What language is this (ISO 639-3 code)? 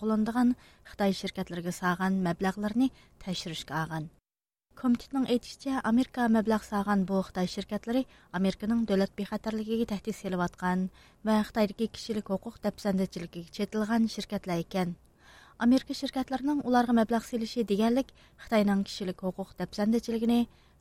uig